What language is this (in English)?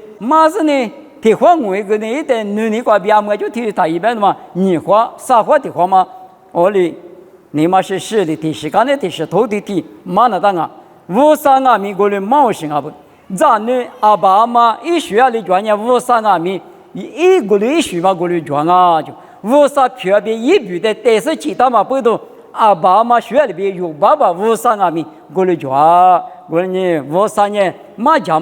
Lisu